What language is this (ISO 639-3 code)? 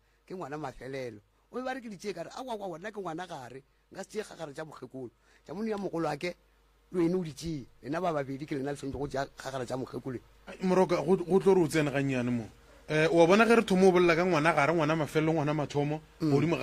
nso